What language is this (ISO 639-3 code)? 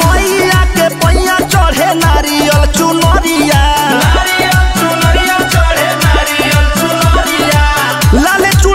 bho